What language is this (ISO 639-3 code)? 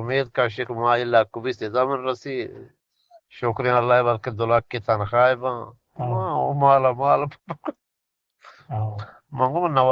bgp